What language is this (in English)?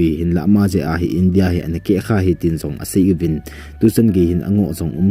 Thado Chin